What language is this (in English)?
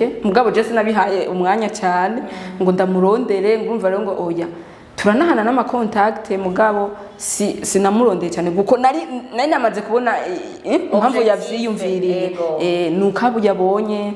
Rundi